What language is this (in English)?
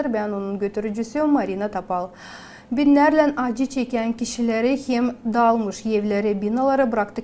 Gagauz